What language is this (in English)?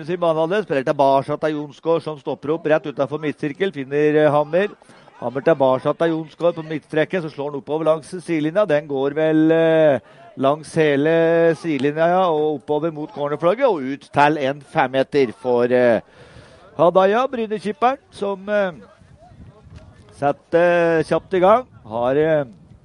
Norwegian